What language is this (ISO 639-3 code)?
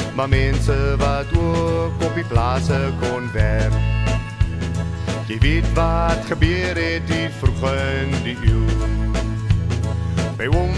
afr